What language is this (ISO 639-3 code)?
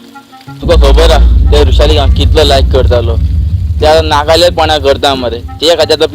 kok